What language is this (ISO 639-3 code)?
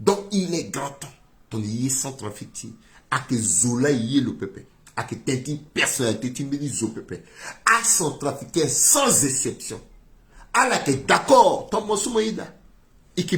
sag